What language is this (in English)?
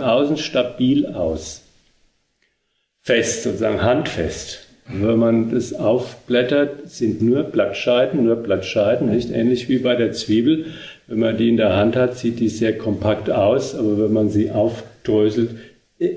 German